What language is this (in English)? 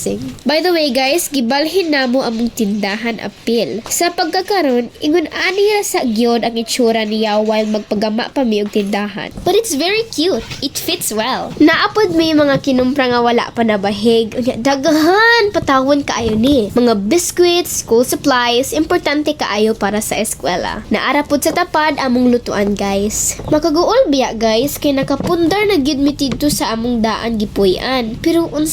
Cebuano